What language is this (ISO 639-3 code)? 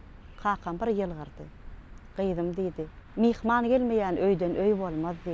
tuk